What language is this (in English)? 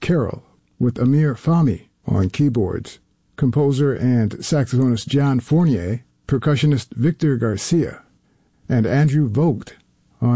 English